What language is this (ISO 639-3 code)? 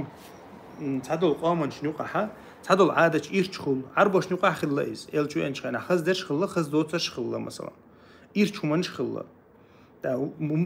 che